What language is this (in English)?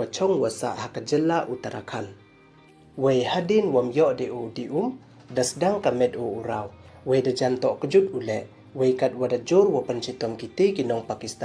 Pnar